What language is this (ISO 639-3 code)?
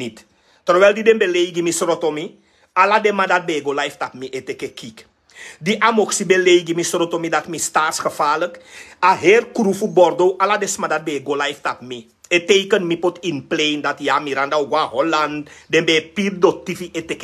srn